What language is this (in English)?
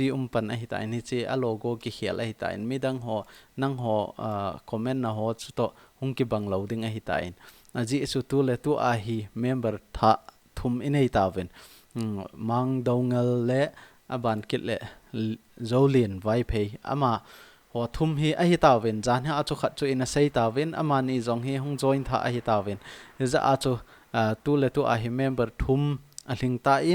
Thado Chin